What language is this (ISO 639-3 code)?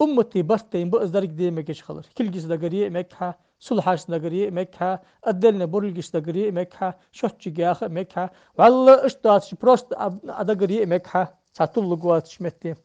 inh